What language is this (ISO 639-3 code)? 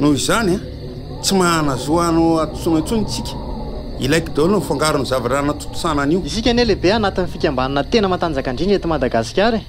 mlg